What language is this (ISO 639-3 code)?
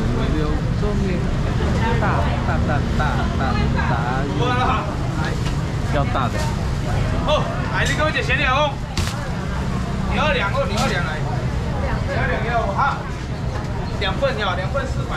zho